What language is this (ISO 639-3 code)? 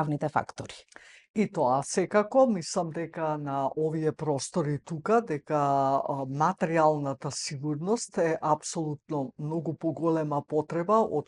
mkd